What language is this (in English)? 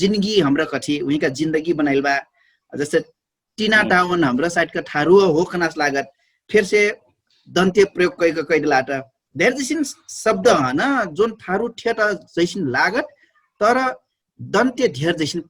Dangaura Tharu